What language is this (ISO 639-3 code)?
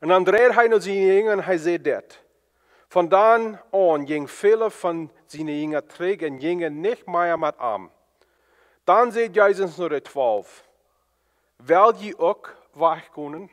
pdt